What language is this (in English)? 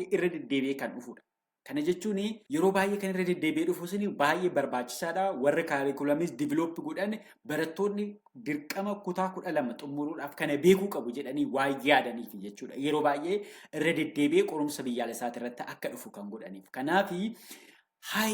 Oromo